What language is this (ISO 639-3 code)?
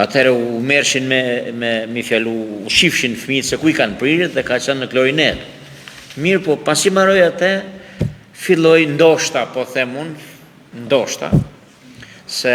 sqi